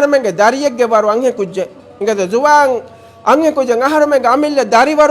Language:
Divehi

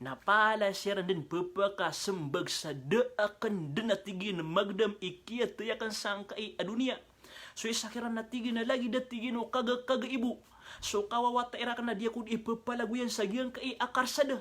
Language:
Maranao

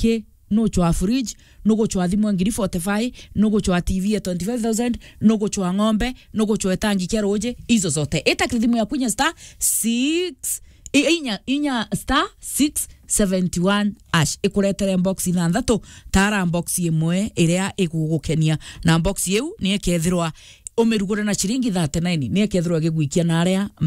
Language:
Meru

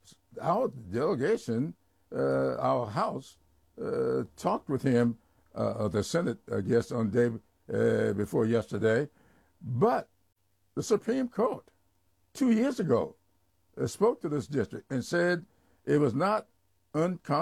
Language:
English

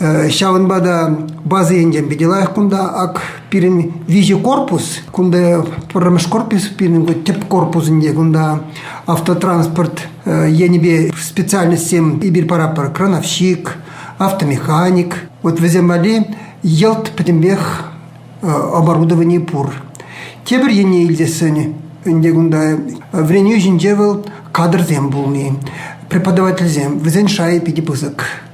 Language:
Chuvash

